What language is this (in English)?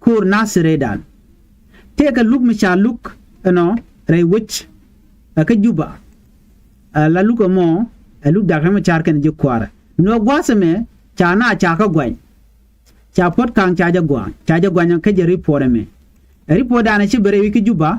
Nuer